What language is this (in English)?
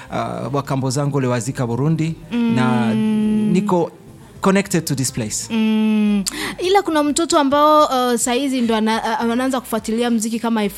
Swahili